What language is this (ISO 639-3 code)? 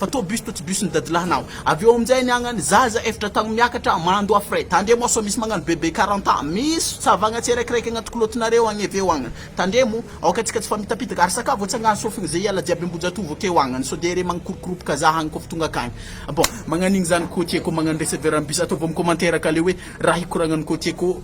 mlg